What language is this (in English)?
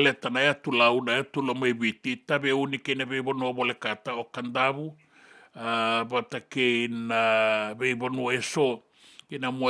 Fijian